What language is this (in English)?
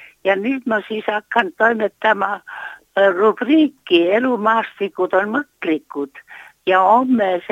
Estonian